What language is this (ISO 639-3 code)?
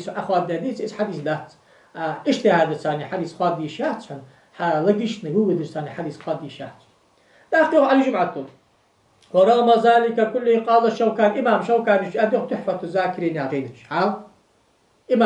inh